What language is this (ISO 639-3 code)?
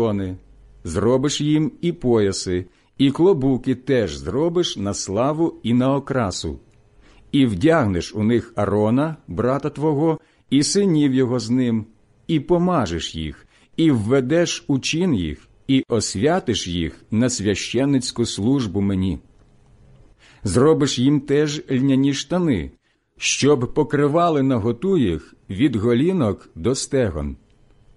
ukr